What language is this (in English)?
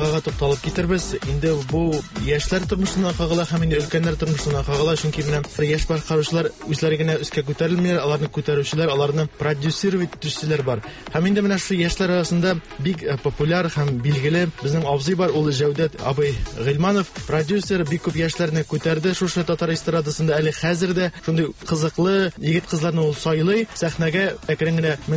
Tatar